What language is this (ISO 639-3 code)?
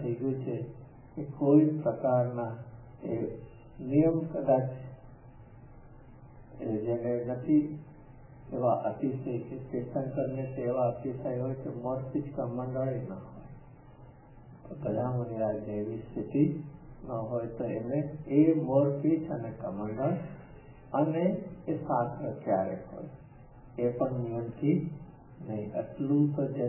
guj